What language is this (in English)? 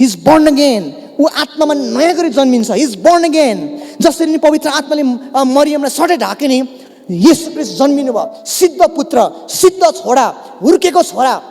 Nepali